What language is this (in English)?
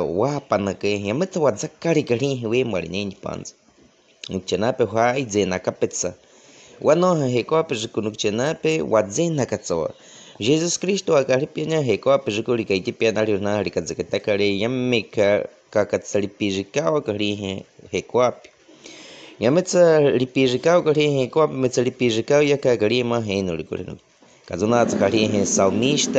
Baniwa